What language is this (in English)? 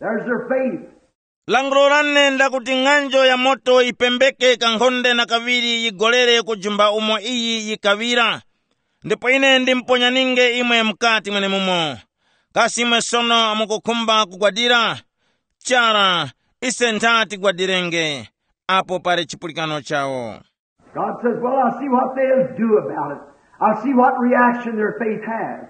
Tumbuka